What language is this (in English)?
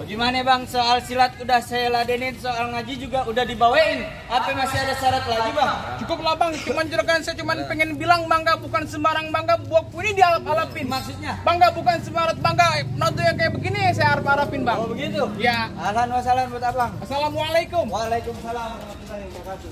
Betawi